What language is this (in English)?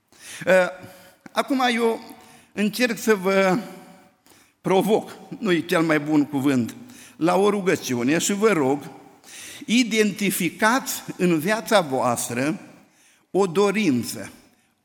Romanian